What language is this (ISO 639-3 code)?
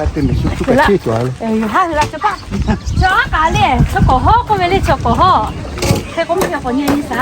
lhu